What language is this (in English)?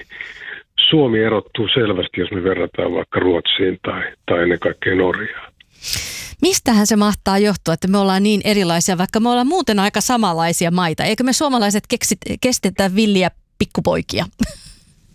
Finnish